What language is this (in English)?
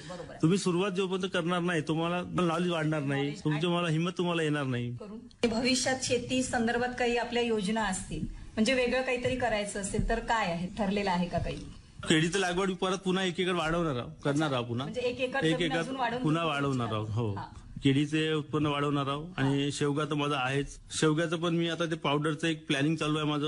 Marathi